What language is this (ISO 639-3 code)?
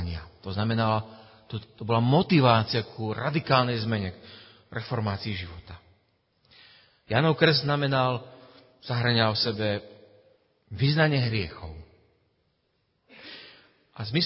slk